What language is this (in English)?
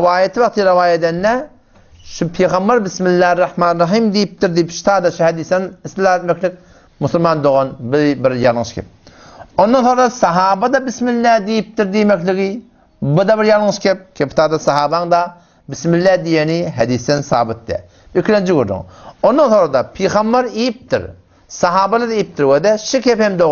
Turkmen